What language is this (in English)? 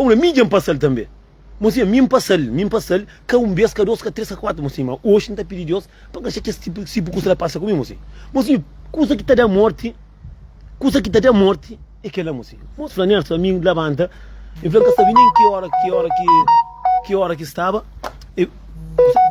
Kabuverdianu